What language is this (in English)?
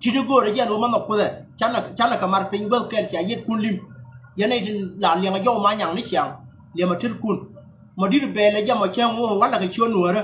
Nuer